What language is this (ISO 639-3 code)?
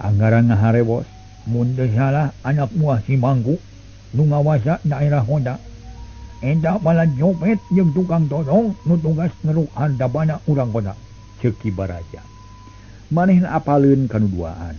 sun